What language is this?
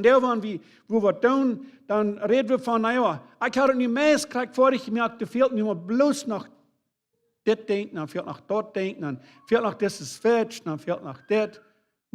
Plautdietsch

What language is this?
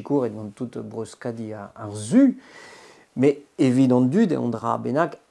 Breton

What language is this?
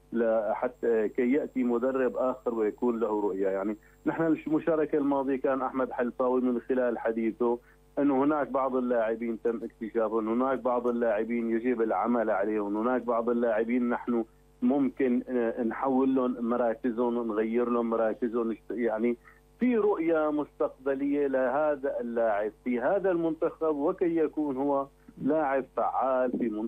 North Levantine Arabic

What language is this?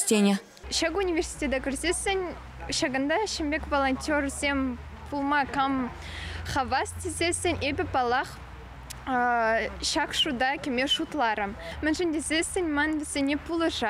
Chuvash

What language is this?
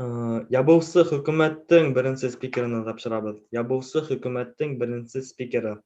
Bashkir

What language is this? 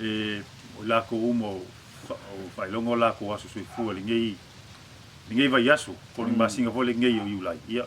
Samoan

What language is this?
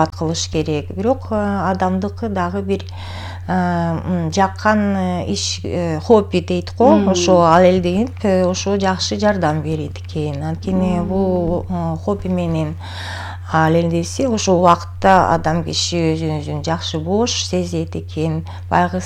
Kyrgyz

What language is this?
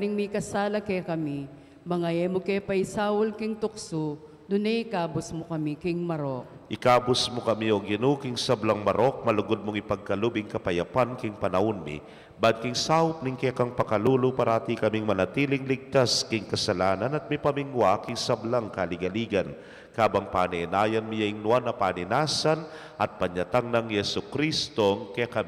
Pampanga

